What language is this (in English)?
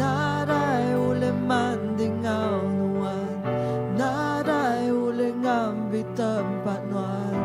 Iban